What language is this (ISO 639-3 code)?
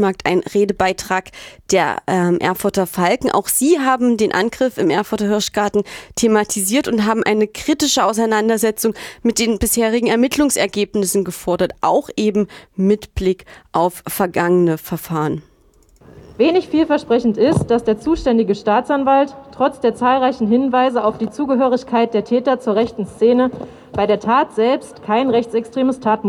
deu